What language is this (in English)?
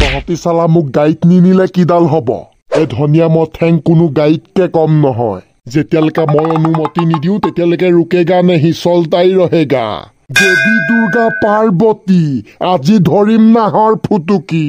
Assamese